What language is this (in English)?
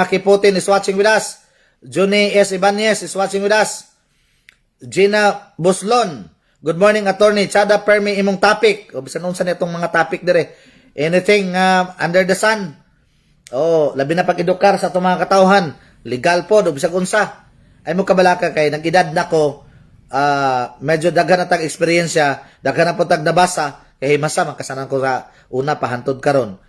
Cebuano